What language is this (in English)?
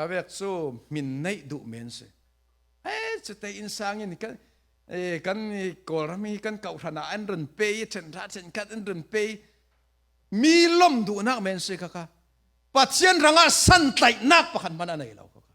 Falam Chin